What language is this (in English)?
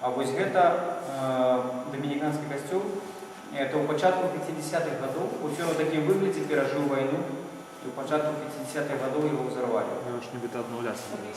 Belarusian